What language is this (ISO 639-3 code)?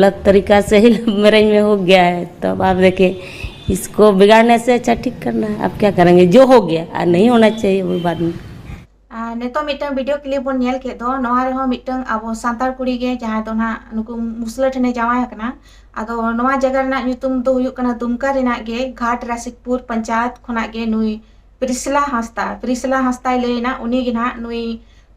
sat